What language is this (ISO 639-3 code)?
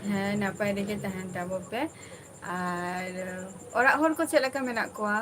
sat